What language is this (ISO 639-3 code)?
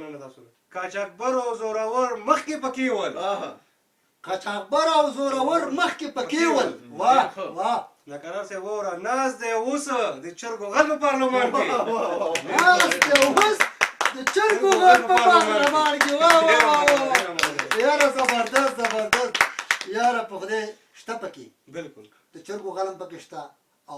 pus